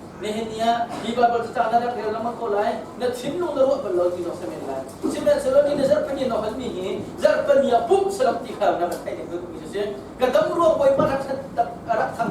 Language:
Hakha Chin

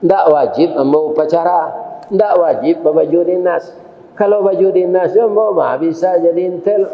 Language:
Minangkabau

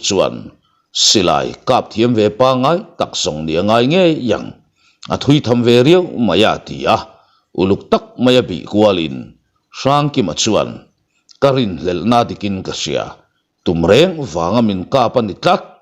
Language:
Mizo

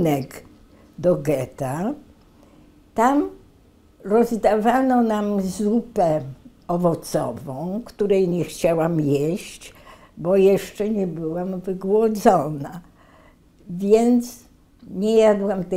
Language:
Polish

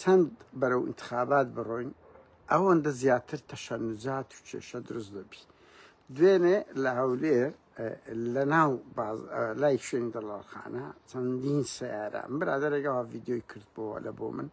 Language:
Central Kurdish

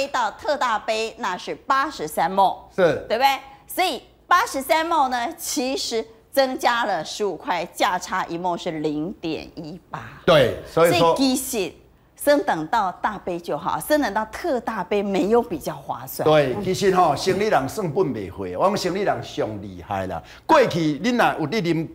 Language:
Chinese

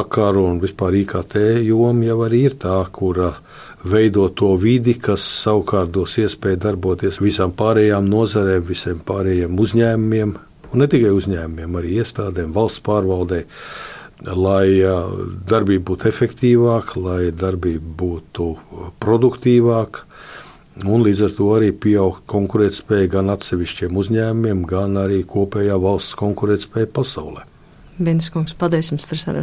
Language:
Latvian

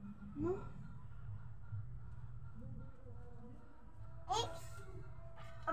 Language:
Filipino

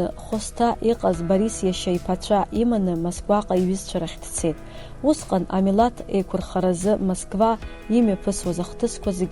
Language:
Abkhazian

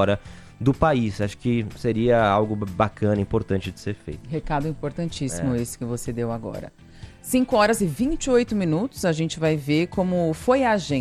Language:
Portuguese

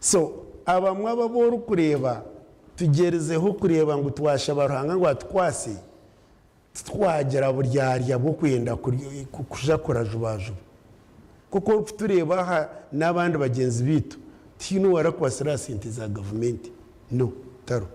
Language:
Nyankole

